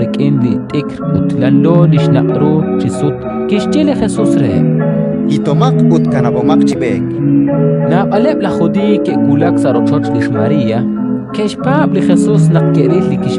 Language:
Kekchí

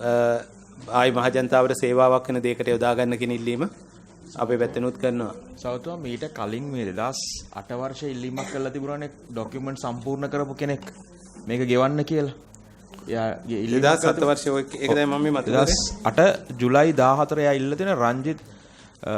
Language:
Sinhala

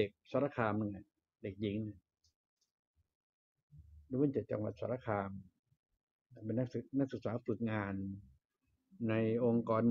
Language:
Thai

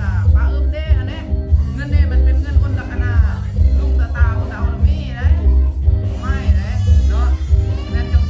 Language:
Lao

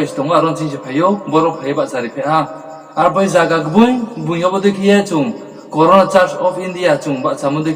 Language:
Riang (India)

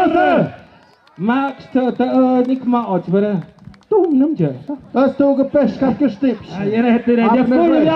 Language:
Tlahuitoltepec Mixe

